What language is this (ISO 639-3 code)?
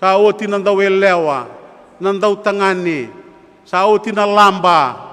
fij